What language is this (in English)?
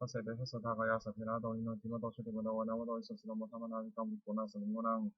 Pali